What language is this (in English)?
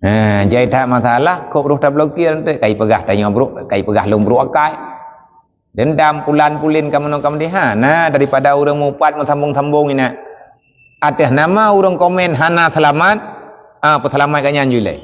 Achinese